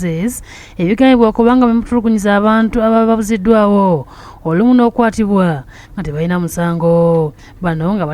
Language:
Ganda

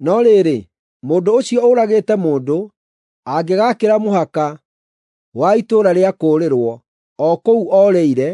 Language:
Kikuyu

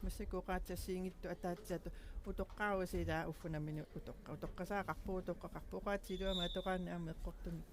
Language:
Kalaallisut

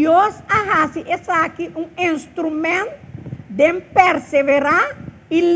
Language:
Papiamento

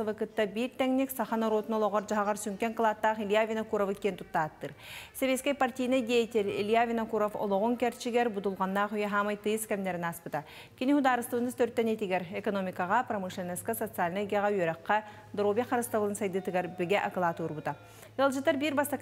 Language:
Yakut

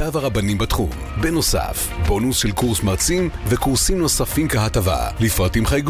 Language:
Hebrew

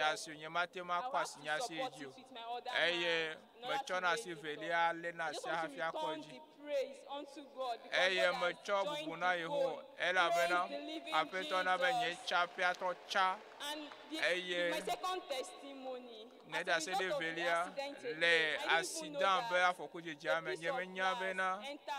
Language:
Ewe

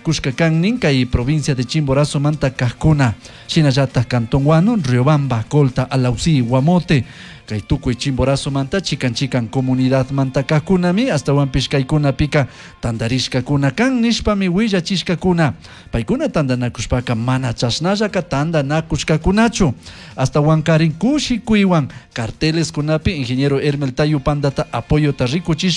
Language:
Chimborazo Highland Quichua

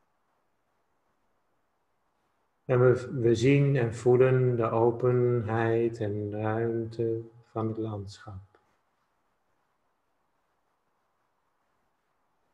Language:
Dutch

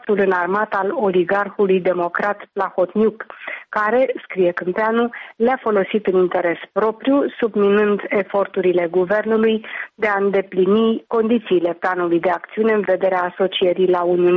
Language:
Romanian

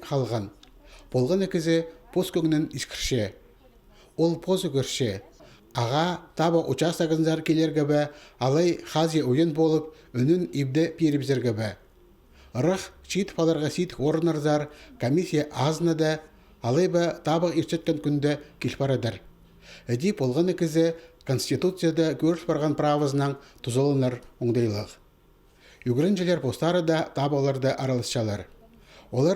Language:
Khakas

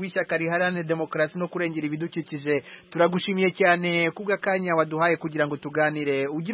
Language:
Kinyarwanda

